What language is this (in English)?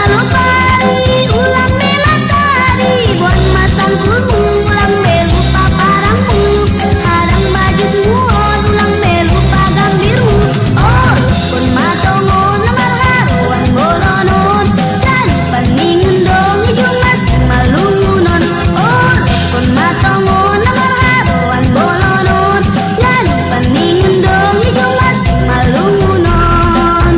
Batak Simalungun